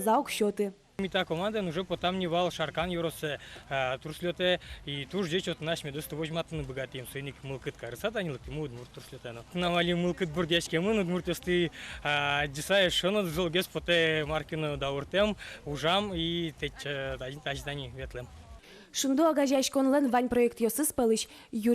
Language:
Udmurt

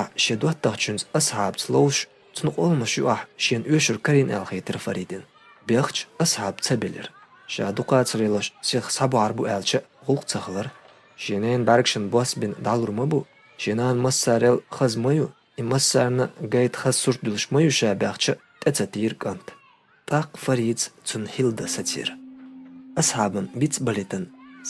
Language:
Chechen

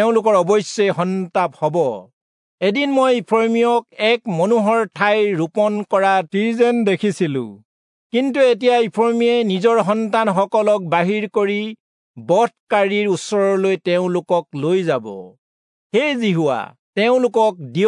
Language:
Assamese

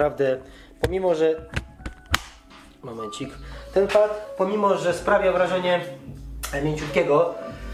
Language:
Polish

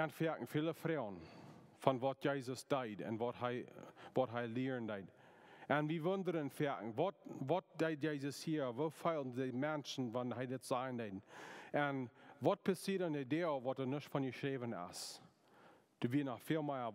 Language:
Plautdietsch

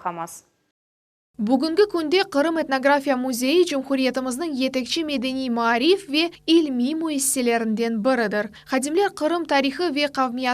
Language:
Crimean Tatar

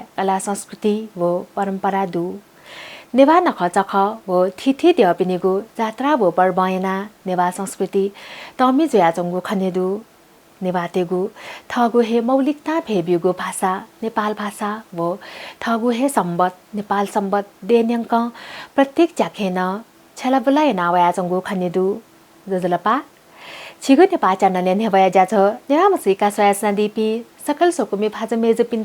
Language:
Newari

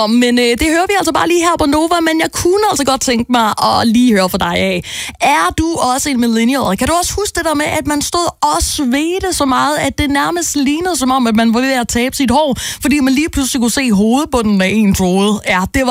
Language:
Danish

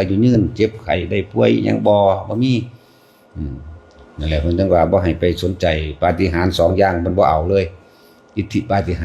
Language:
Northeastern Thai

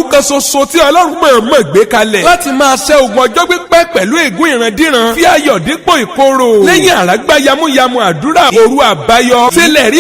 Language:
Yoruba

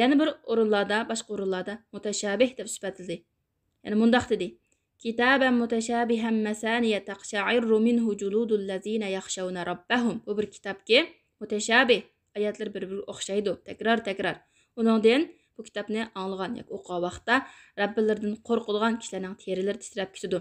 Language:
Uyghur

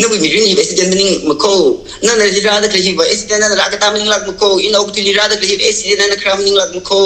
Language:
Tangkhul Naga (India)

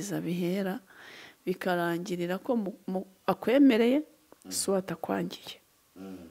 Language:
Kinyarwanda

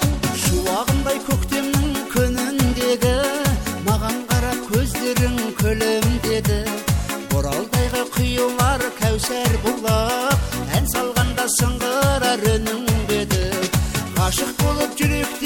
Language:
Kazakh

